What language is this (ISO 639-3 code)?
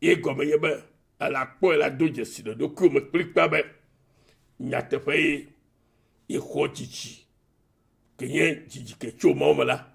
ewe